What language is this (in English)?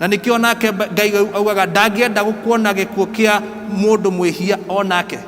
Kikuyu